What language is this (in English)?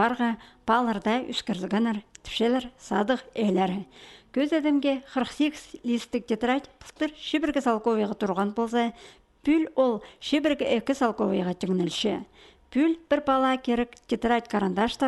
Khakas